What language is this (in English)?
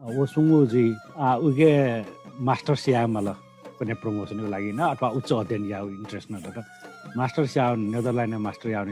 Newari